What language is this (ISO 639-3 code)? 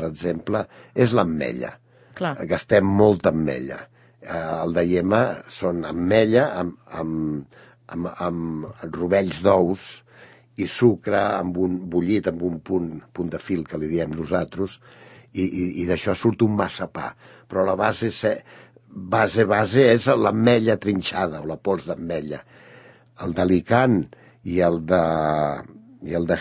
cat